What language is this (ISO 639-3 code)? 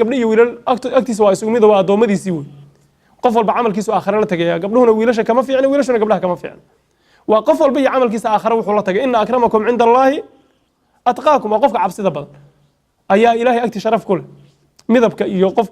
som